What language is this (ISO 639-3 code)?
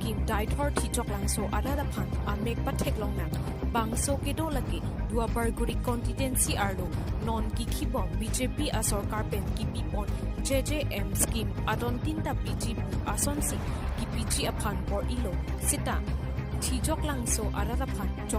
mjw